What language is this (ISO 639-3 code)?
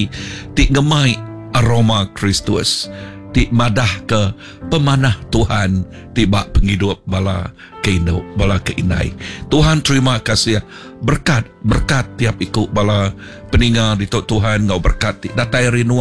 iba